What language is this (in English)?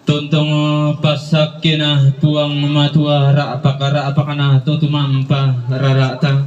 Toraja-Sa'dan